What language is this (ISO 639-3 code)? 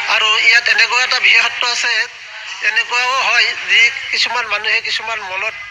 asm